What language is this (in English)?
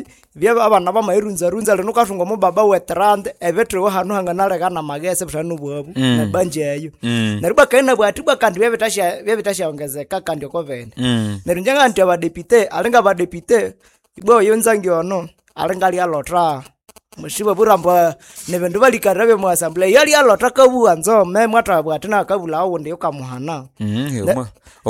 Nande